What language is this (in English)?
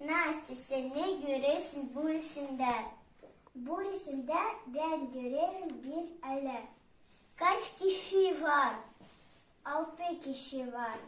Gagauz